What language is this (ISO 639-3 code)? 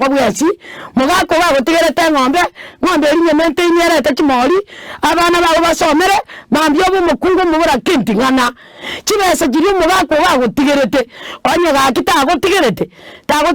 guz